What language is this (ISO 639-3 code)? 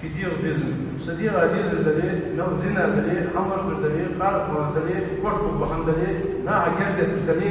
inh